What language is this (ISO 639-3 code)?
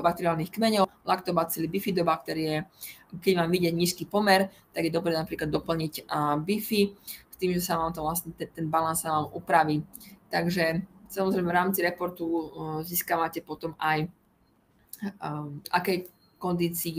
slk